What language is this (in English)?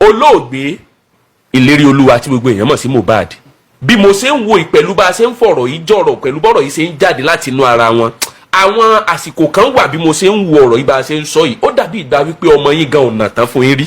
Yoruba